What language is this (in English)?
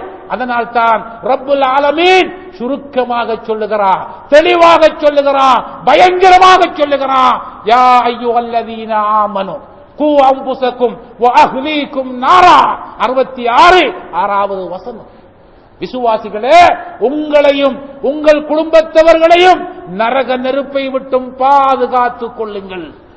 Tamil